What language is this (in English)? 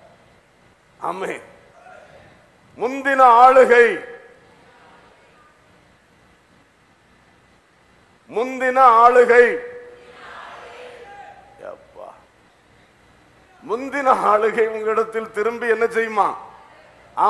Tamil